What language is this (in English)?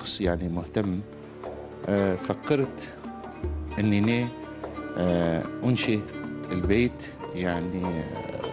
Arabic